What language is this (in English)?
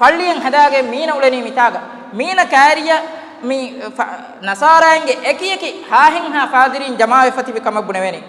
Divehi